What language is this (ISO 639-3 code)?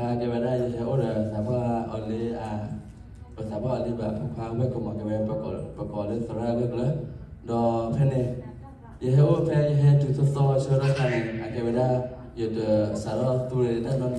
ksw